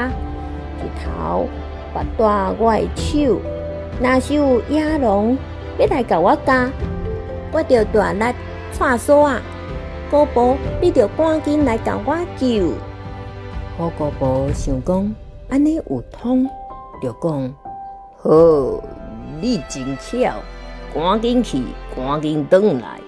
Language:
Min Nan Chinese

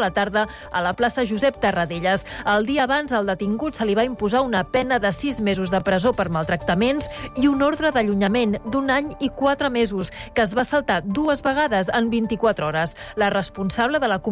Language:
Catalan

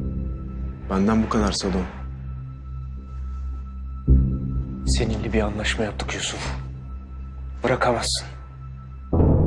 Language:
Turkish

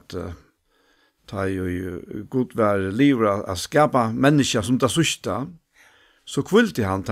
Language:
Faroese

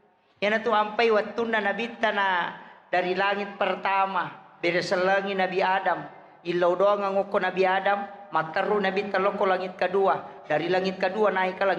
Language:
Buginese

